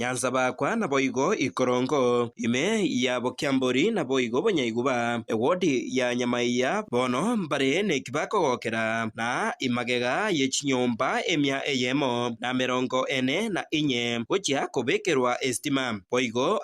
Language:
Gusii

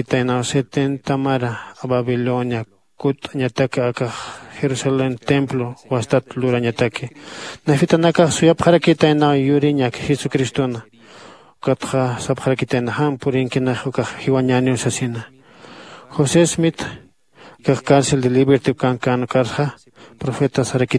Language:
Aymara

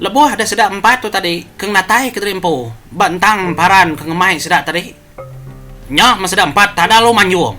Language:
Iban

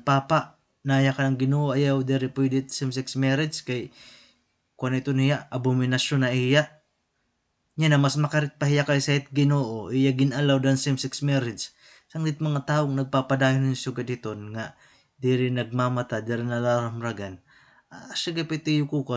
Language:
Waray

